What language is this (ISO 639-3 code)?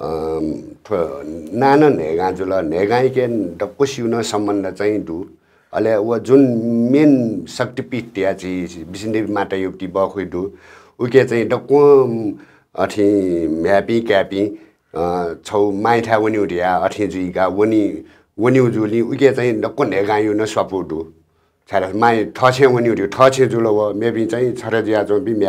new